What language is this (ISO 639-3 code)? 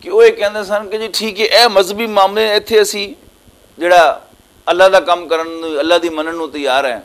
lah